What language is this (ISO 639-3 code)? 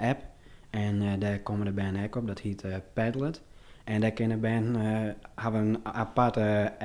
fry